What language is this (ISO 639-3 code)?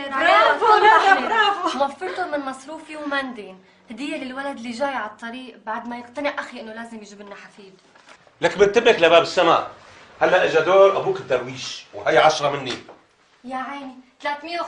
apc